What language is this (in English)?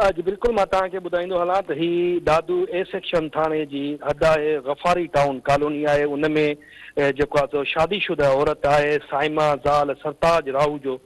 Sindhi